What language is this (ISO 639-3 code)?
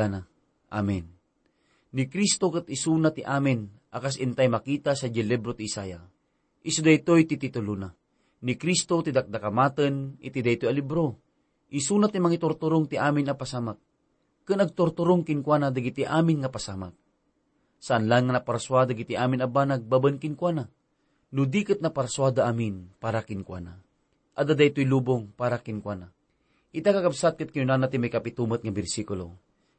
ilo